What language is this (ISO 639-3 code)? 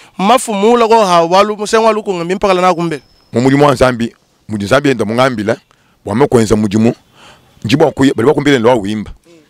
lua